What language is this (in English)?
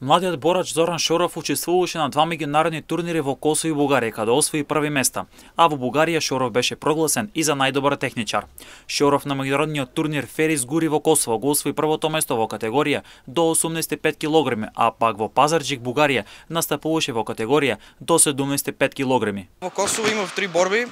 Macedonian